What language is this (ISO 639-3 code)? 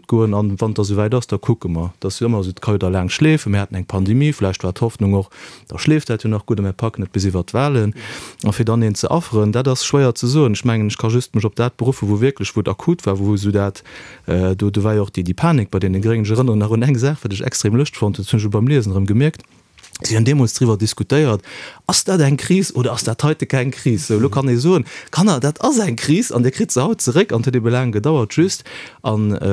ltz